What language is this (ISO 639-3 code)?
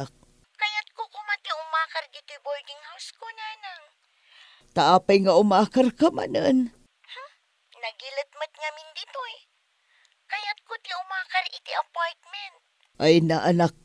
ilo